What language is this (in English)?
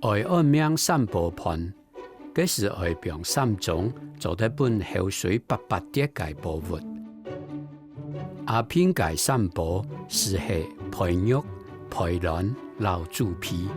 Hakka Chinese